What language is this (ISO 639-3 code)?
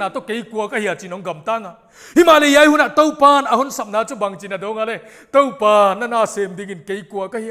pck